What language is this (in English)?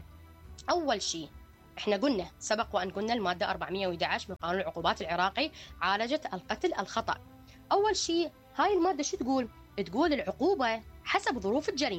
Mesopotamian Arabic